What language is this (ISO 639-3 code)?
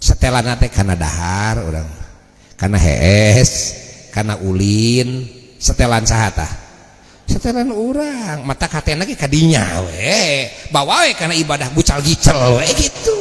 sun